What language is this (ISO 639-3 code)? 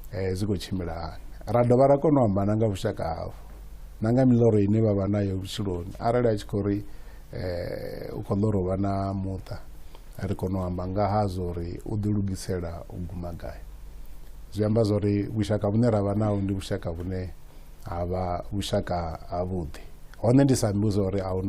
ven